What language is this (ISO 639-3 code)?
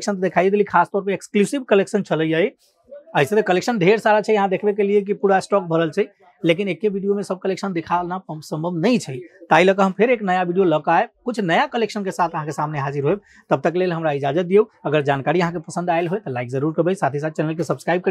mai